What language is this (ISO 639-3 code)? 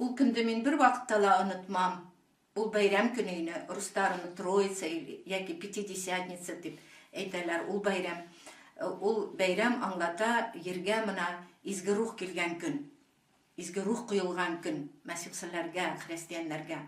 bak